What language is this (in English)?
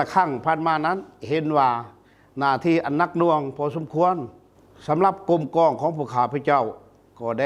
Lao